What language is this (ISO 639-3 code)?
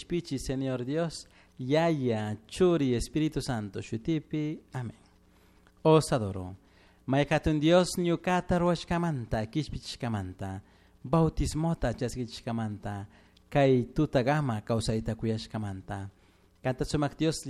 qug